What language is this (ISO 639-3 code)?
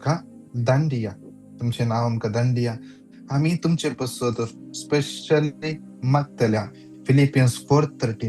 kok